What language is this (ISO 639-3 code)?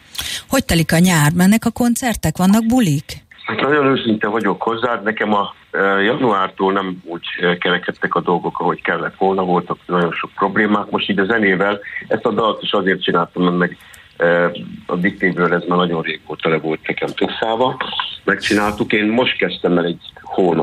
hun